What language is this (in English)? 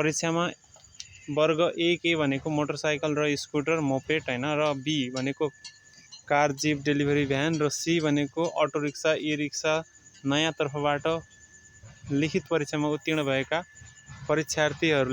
Nepali